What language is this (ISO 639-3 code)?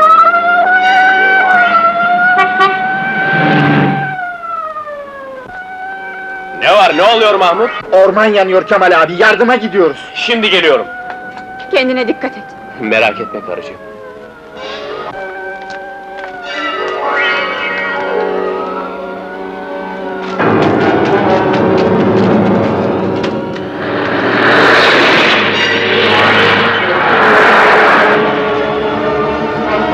tur